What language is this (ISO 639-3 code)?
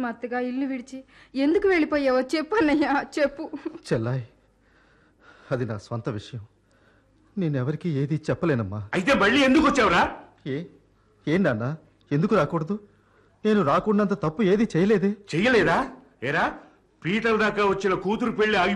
tel